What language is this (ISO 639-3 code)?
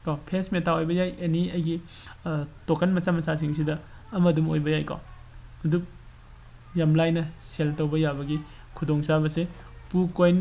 mni